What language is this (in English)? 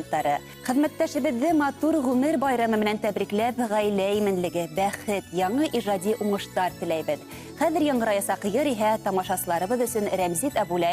Bashkir